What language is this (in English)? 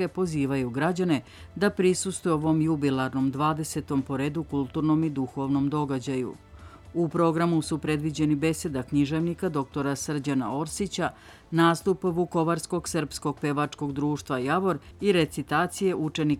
Serbian